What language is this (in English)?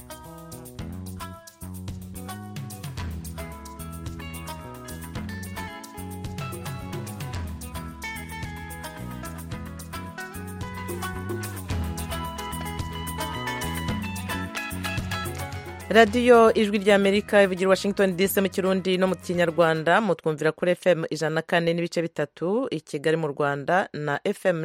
Kinyarwanda